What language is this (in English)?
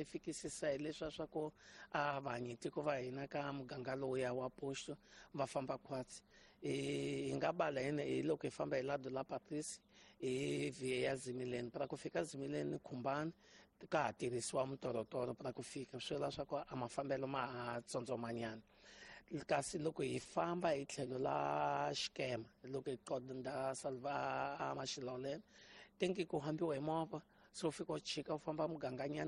Tsonga